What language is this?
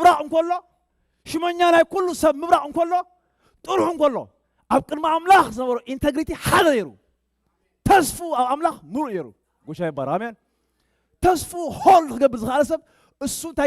Tigrinya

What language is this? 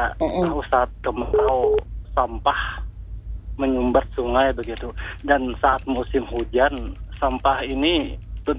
Indonesian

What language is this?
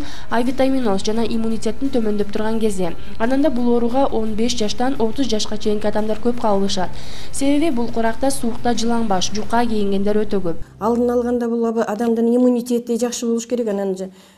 Kyrgyz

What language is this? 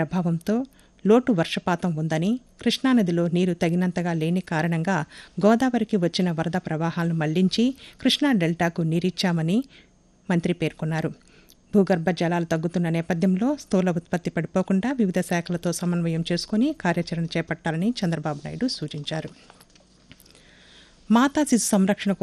Telugu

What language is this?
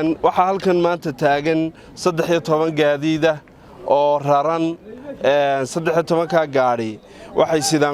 Somali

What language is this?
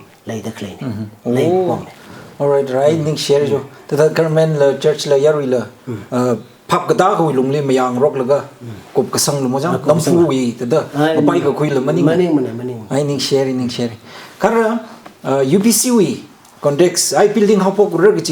Tangkhul Naga (India)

